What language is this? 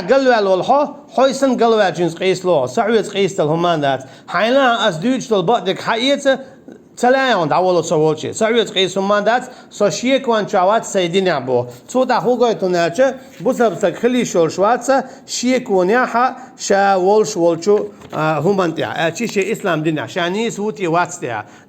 Chechen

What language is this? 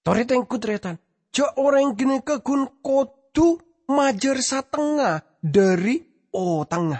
Madurese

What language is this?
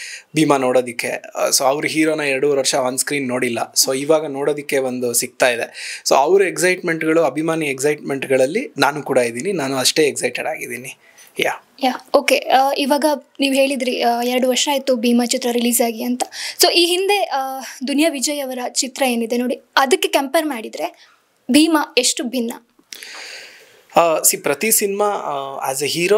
Kannada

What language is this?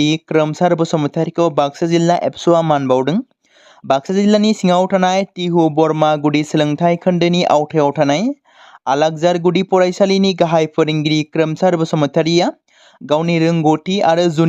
Bodo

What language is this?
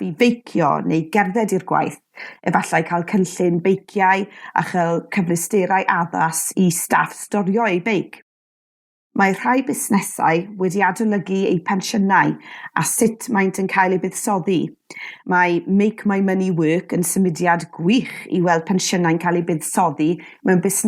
Welsh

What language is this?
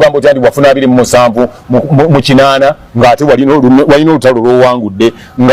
Ganda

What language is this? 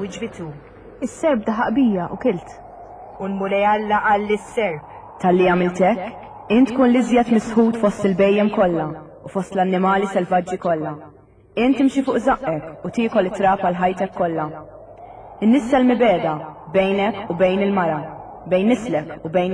Maltese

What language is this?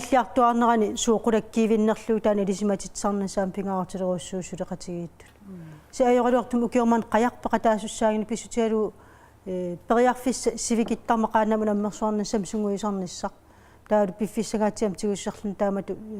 Kalaallisut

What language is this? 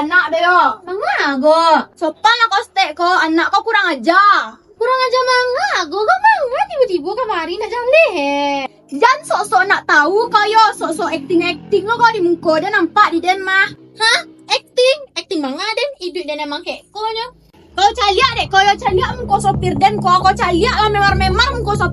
Minangkabau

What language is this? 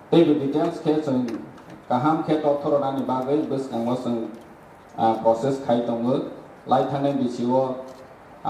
Kok Borok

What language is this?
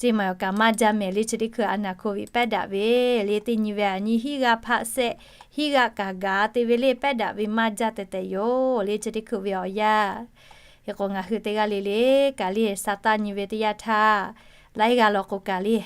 Lahu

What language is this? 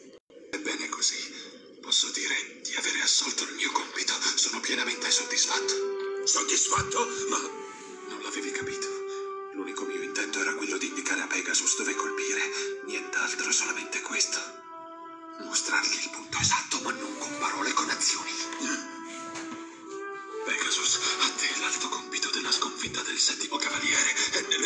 Italian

